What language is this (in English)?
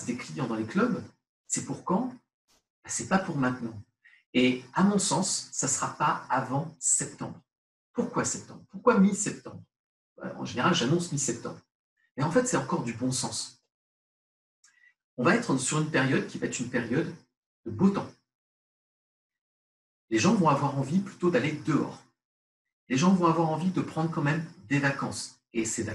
French